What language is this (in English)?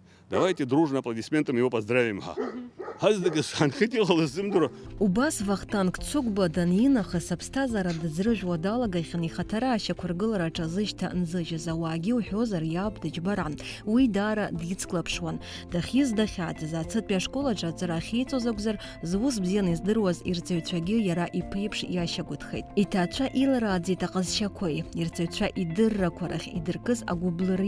Abkhazian